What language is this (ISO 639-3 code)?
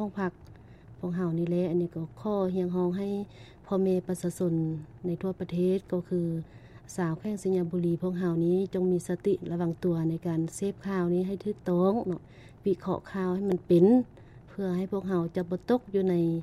lao